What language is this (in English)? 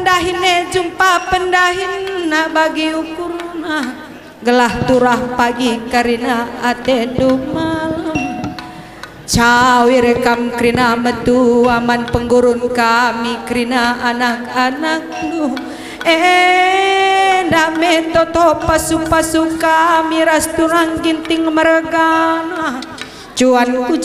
Batak Karo